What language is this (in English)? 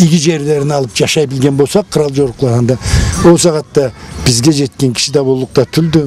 Karachay-Balkar